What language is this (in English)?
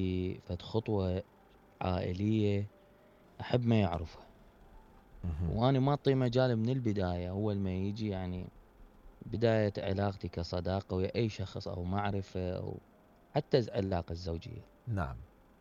Mesopotamian Arabic